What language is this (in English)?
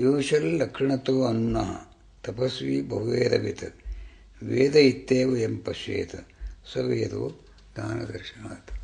Sanskrit